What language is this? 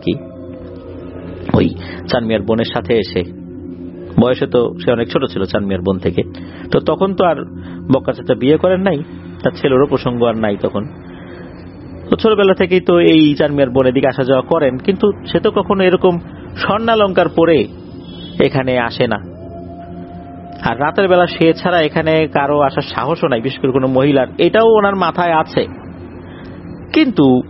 Bangla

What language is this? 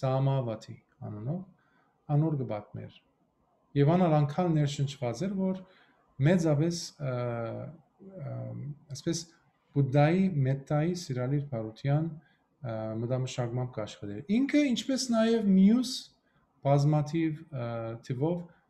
Western Armenian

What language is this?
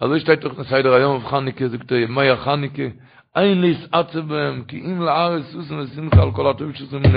Yiddish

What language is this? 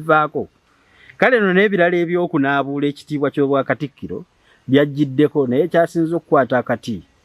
Ganda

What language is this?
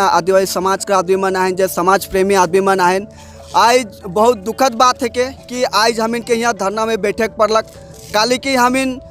Sadri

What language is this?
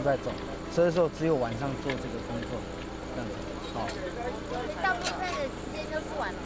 Chinese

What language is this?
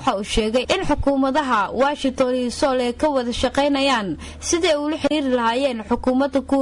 Somali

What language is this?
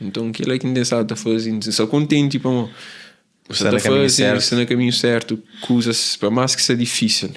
Kabuverdianu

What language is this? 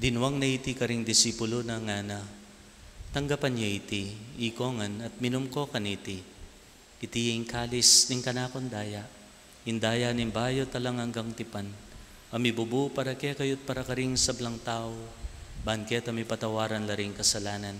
Pampanga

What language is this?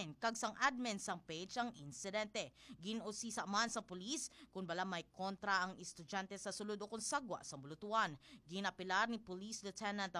Hiligaynon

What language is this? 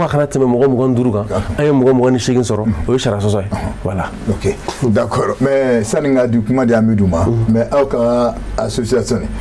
Bambara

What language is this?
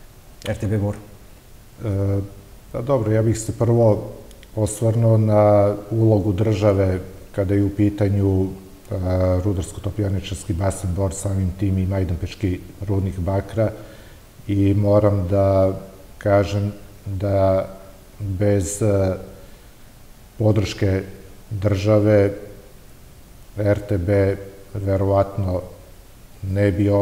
Serbian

